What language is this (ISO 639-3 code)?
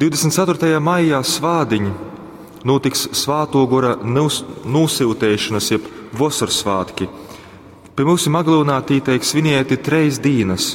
ltg